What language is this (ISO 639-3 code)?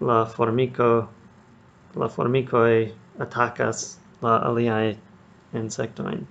epo